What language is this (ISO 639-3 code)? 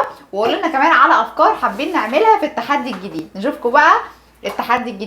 arz